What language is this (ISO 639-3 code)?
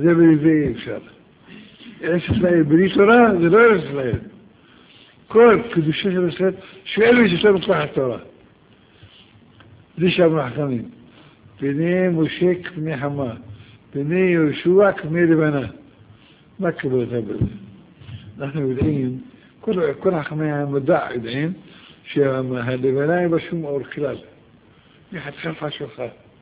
heb